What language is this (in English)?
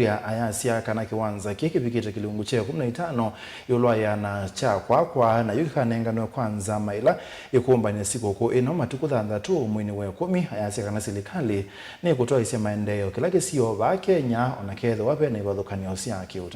Kamba